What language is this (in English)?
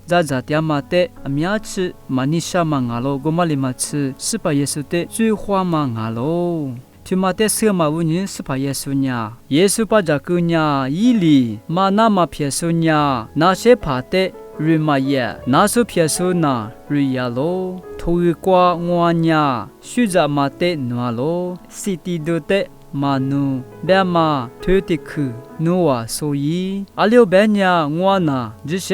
Lisu